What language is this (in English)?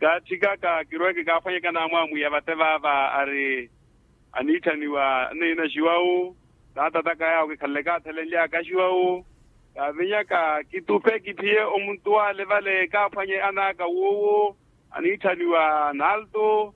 Makhuwa